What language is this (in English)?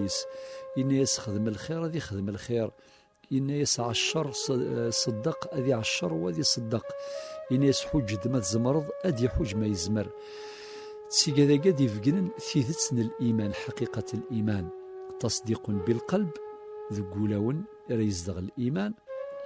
Kabyle